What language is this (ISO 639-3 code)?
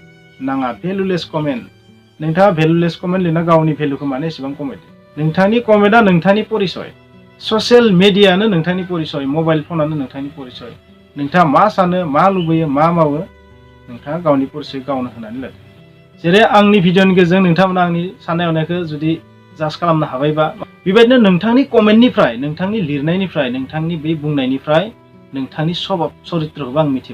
brx